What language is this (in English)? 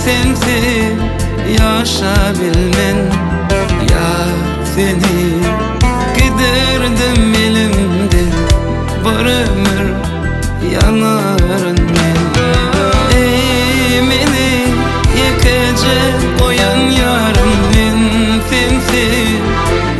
Turkmen